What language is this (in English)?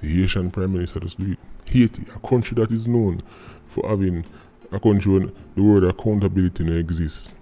Jamaican Creole English